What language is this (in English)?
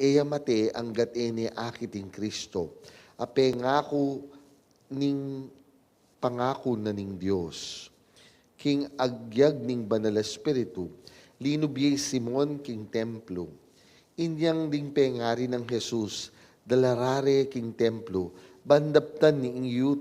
Pampanga